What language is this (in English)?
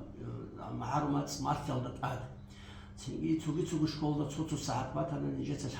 Avaric